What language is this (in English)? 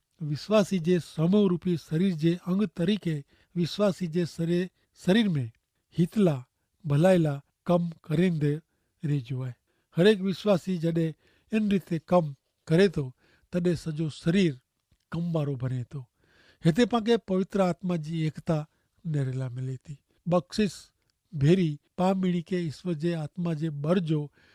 Kachhi